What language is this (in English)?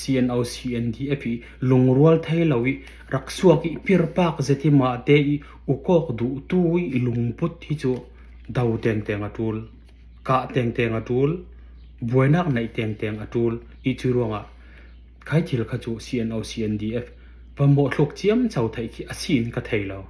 Falam Chin